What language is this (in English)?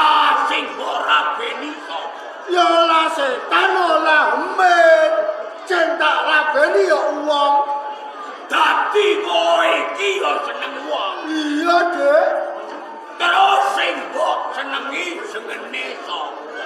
Javanese